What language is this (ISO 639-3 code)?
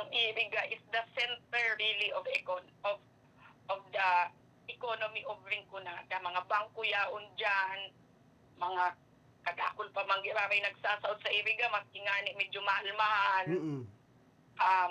bik